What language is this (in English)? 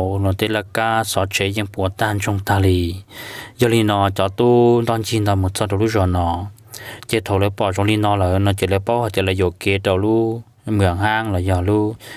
Hmong